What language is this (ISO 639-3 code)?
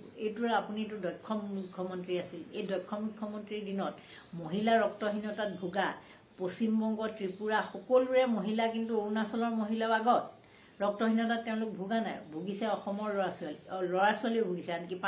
asm